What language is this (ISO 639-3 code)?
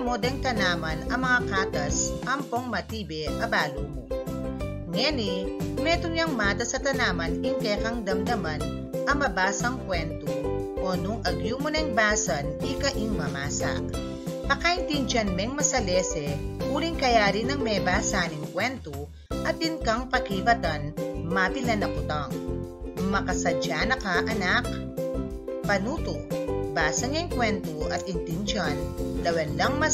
pam